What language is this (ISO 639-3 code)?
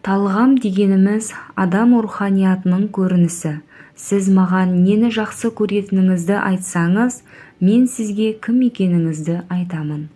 kaz